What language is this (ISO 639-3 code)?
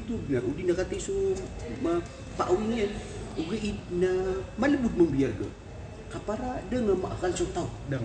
mrw